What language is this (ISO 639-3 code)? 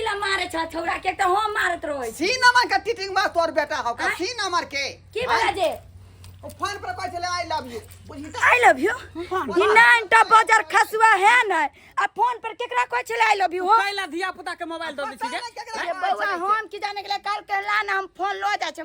mai